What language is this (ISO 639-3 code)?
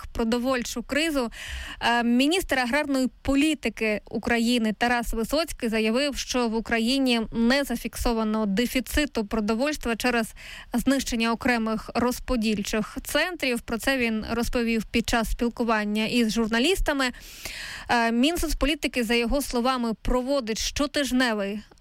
ukr